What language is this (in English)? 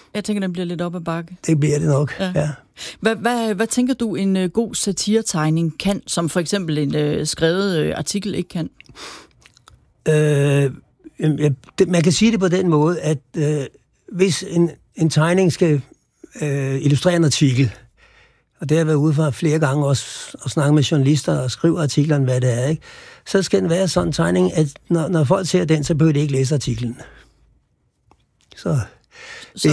Danish